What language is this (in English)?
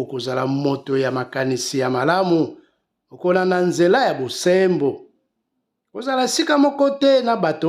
Lingala